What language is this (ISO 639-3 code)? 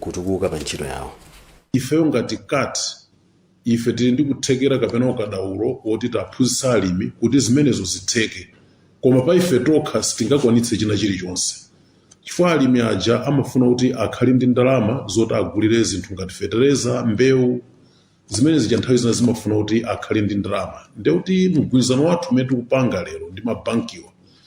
nya